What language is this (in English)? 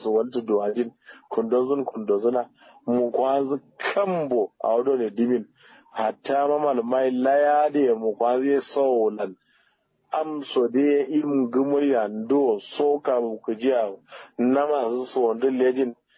Kanuri